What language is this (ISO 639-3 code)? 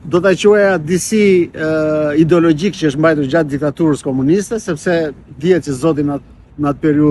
sqi